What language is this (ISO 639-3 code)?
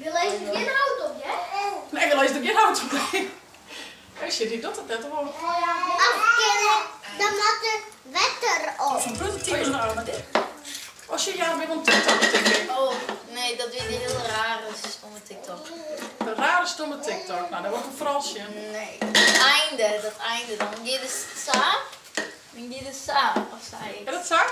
fry